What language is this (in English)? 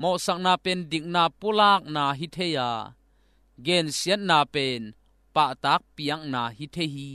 Tedim Chin